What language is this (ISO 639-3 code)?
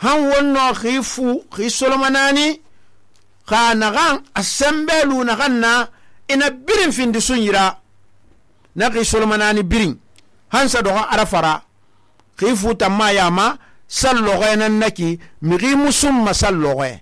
sus